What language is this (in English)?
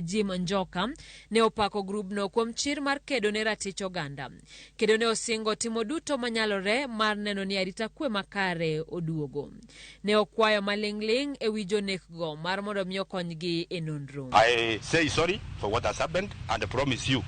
Luo (Kenya and Tanzania)